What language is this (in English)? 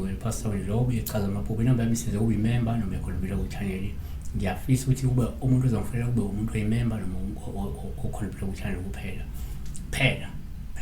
Zulu